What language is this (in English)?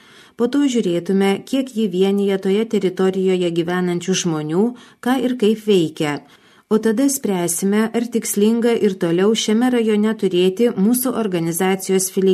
Lithuanian